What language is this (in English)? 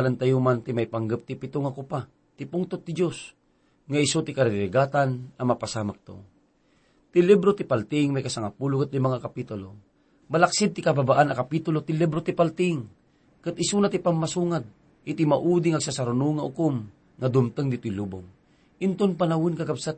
Iloko